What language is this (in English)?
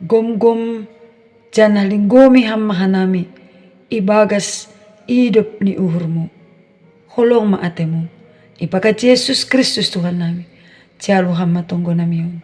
Batak Simalungun